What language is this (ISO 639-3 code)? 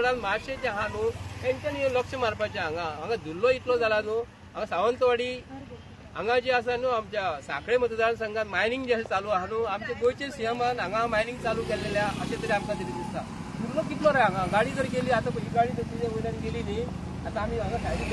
kok